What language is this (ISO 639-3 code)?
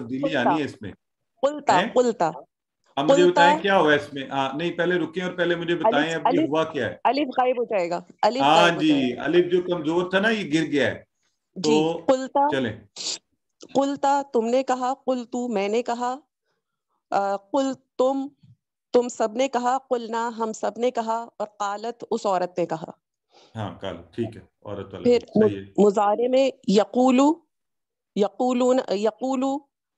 urd